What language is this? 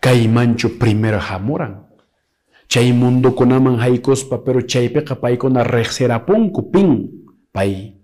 Quechua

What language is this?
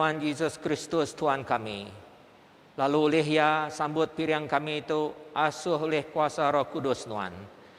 Iban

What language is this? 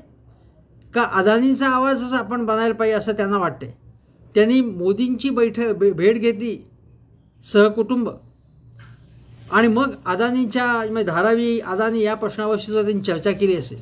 Marathi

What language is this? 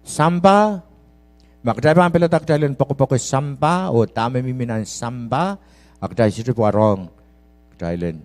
Pohnpeian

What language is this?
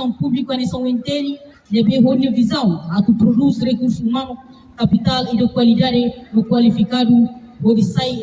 Tetum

